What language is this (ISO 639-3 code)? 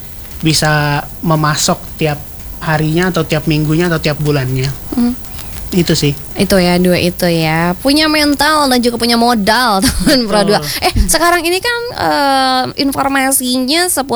ind